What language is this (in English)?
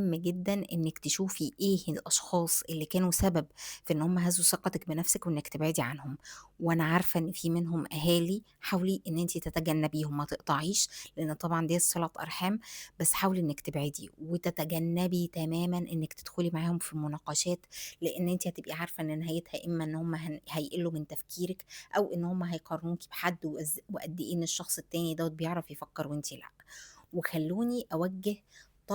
Egyptian Arabic